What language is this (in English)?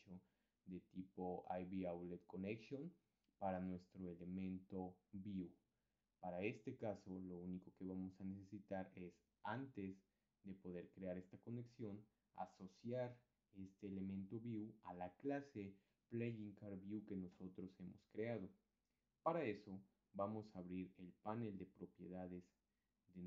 Spanish